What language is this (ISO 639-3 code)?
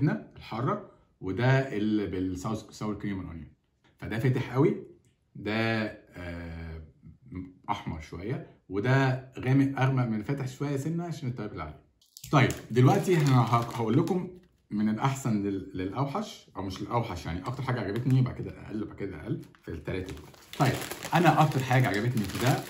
arz